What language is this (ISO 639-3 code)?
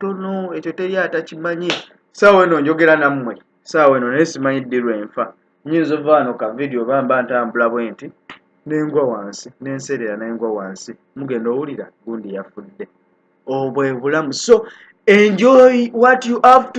lug